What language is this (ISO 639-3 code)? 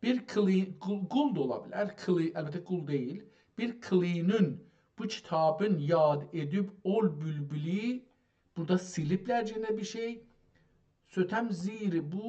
azb